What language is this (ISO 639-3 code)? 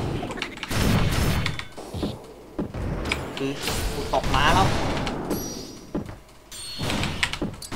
tha